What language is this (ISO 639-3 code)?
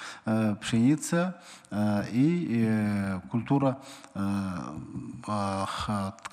kaz